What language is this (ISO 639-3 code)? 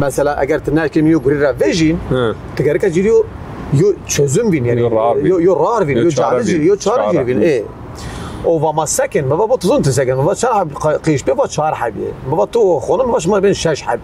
zza